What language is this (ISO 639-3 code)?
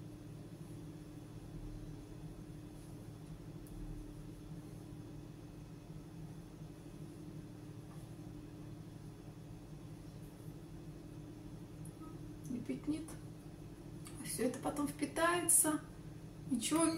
rus